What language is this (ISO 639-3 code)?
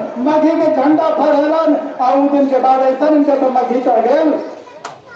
mag